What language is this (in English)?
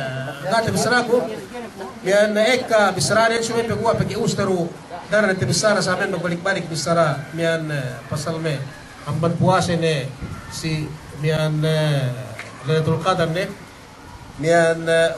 Yakan